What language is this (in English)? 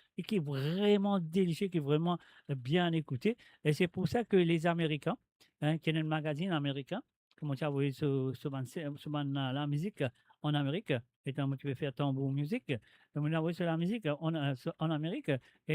Morisyen